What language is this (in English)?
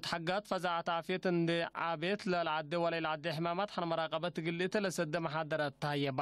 Tigre